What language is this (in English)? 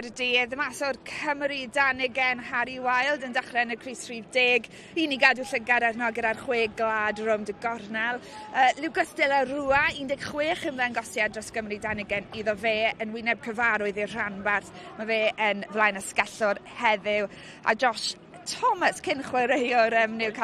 Welsh